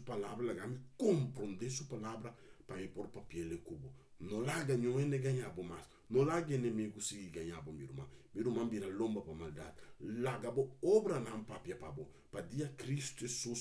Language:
Papiamento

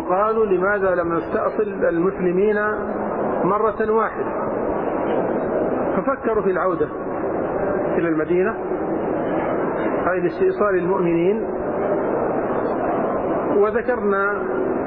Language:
Arabic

